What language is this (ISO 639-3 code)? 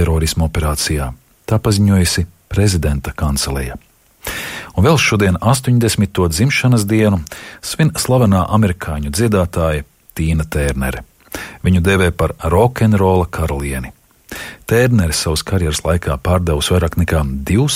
lav